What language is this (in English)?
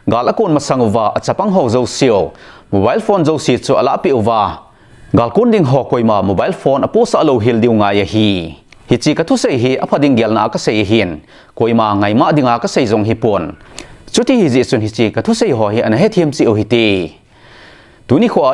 Thado Chin